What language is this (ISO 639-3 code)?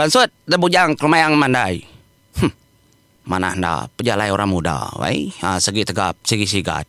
iba